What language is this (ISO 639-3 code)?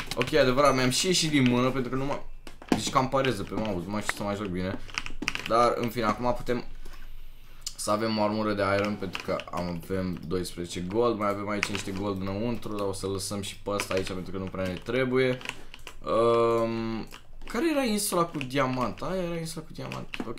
ron